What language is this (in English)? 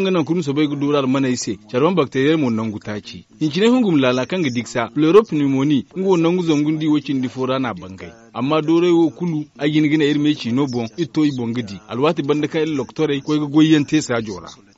Zarma